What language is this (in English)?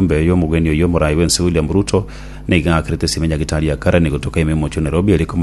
Gusii